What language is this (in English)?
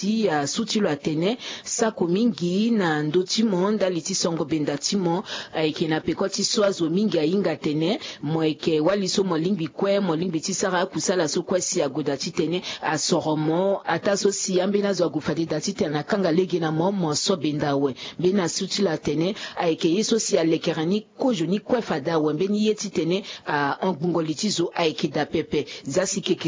Sango